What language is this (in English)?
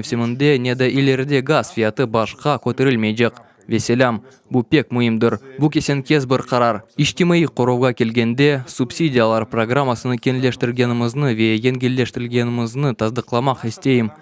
Crimean Tatar